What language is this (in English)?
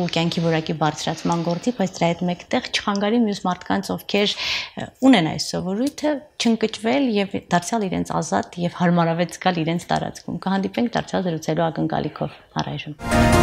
Armenian